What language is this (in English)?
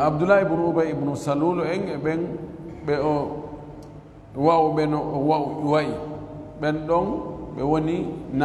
Fula